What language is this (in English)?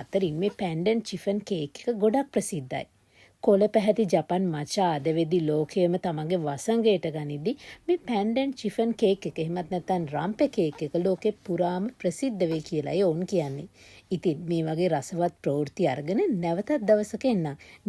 Sinhala